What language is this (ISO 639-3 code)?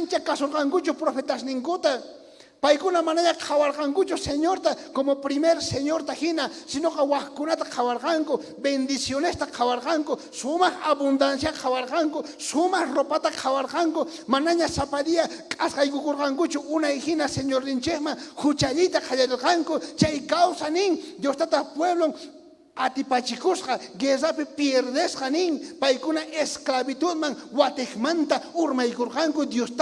quh